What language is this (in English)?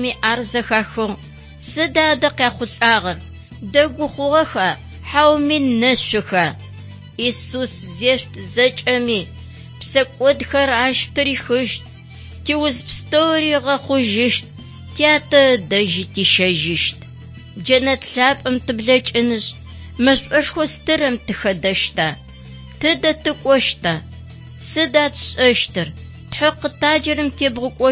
Adyghe